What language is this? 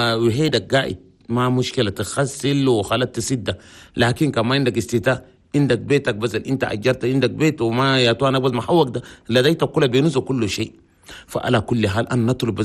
Chadian Arabic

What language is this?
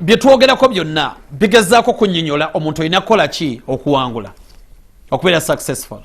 Ganda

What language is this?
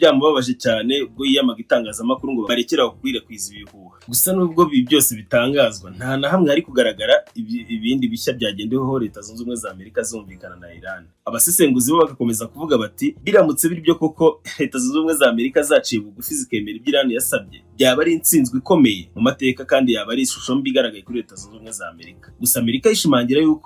Kinyarwanda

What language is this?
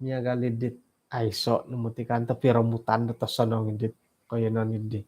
Central Dusun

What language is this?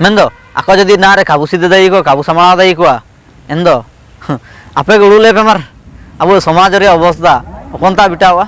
Ho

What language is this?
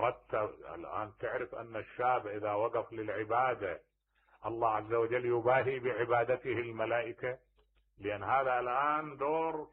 Mesopotamian Arabic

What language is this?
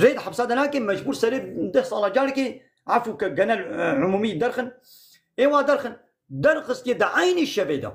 Kurdish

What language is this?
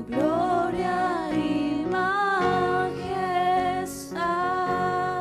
Aymara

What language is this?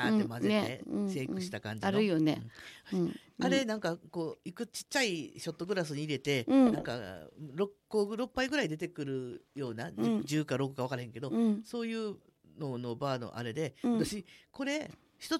Japanese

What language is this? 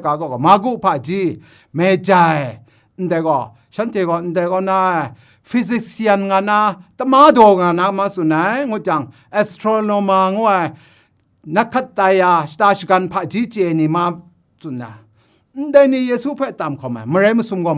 Kachin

